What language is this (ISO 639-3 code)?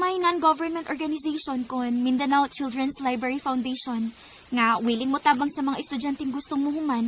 ceb